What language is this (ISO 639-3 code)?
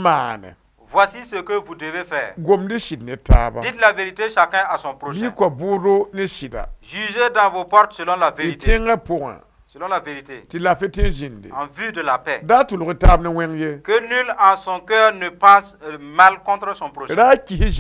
mos